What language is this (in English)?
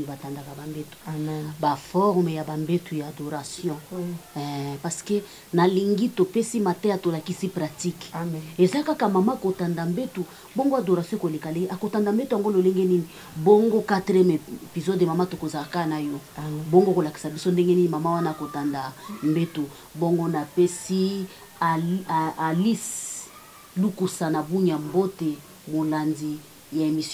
Lingala